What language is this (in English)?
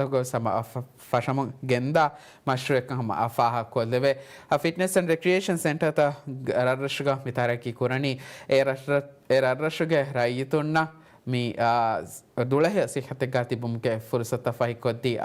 Divehi